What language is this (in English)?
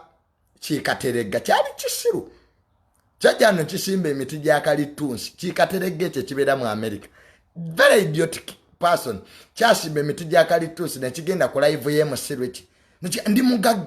Ganda